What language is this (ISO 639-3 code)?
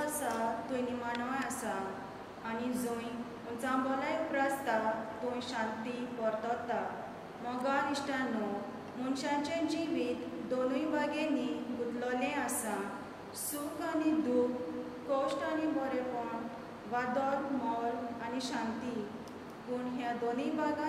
kok